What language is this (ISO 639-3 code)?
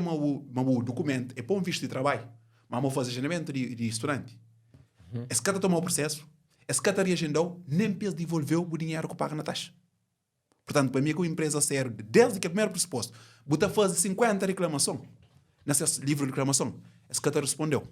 kea